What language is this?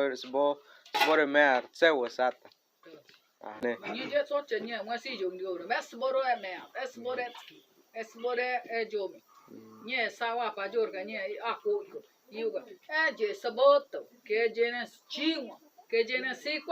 Bribri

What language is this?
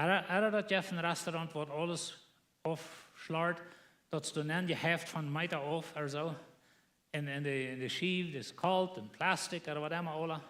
Plautdietsch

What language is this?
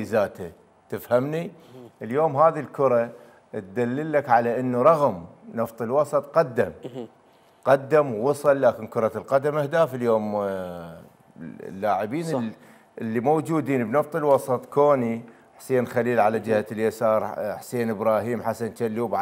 Mesopotamian Arabic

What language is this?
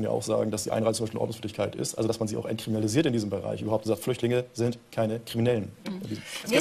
German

